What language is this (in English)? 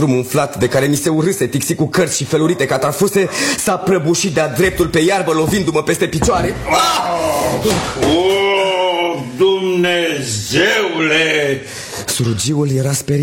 Romanian